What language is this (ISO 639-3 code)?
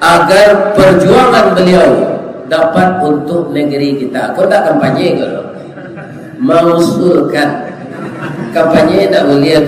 min